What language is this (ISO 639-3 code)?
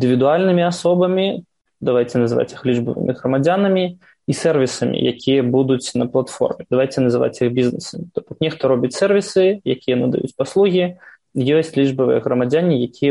bel